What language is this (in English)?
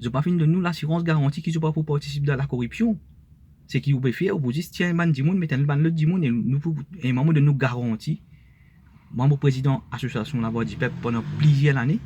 Morisyen